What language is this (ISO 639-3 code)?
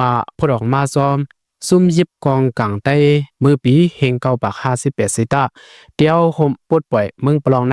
shn